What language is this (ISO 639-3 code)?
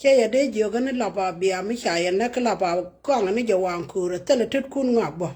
nus